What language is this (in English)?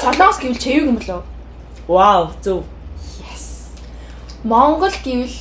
Mongolian